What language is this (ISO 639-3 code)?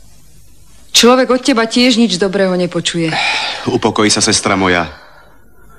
slk